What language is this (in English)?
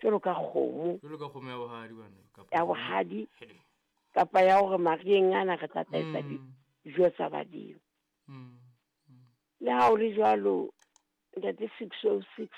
Southern Sotho